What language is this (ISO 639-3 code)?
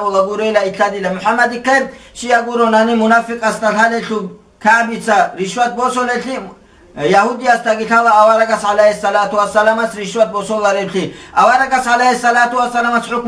ava